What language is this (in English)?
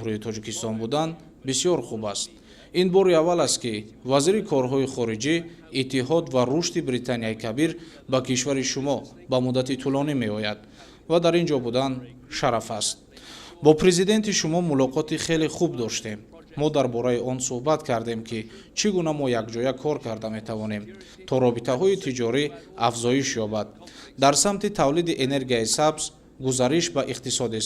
Tajik